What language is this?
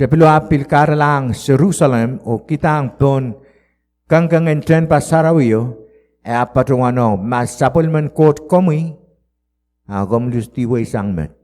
Pohnpeian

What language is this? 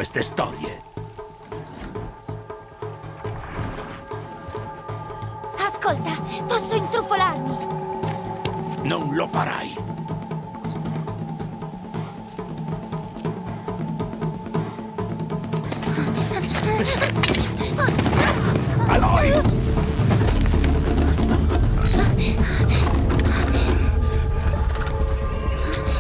Italian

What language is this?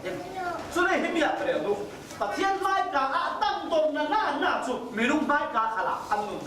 Falam Chin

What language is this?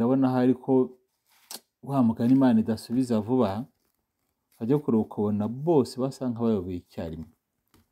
Kinyarwanda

